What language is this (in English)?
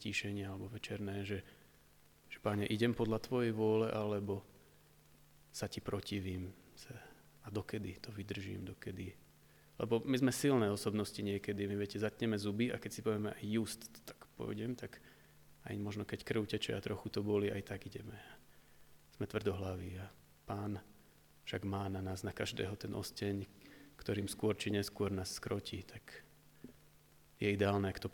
Slovak